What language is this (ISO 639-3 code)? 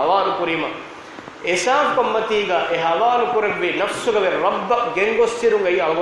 div